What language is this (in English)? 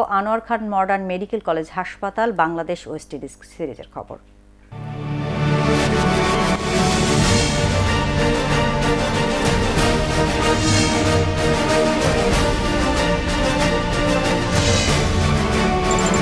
Bangla